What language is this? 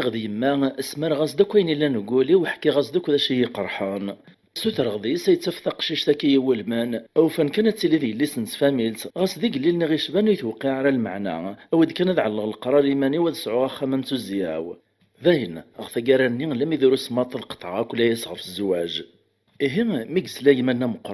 Kabyle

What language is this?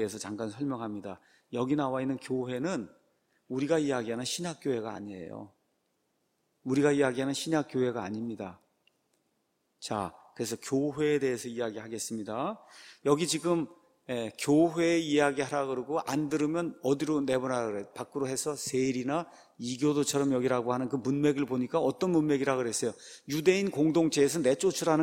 Korean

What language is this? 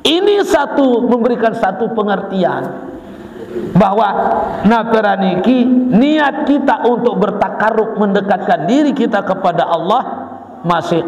Sasak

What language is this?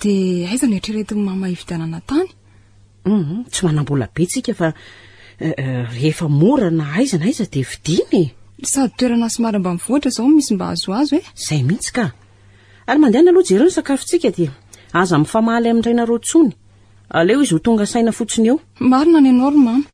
Malagasy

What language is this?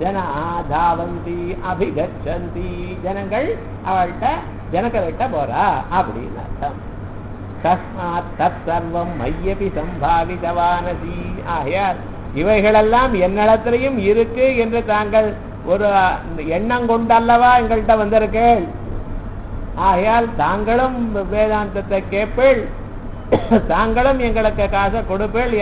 Tamil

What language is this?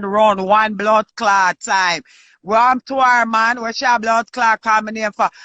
Jamaican Creole English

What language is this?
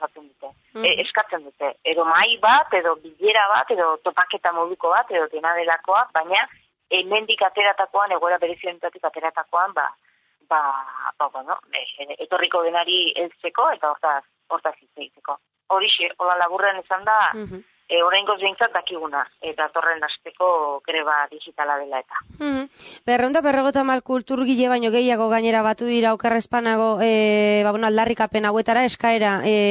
Basque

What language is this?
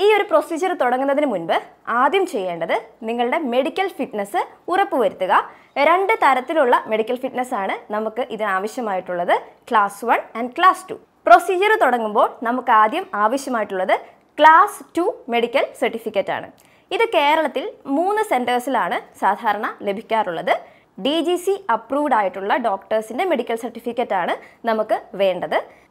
Malayalam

